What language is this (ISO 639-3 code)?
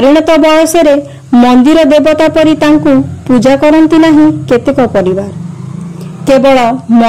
ori